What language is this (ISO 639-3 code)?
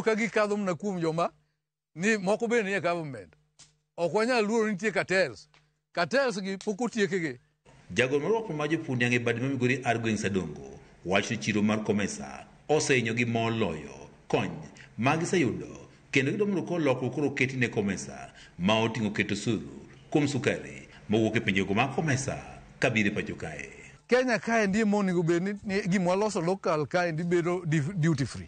luo